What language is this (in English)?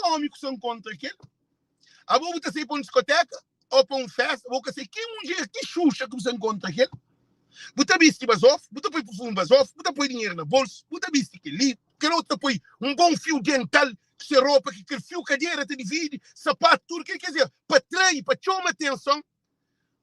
Kabuverdianu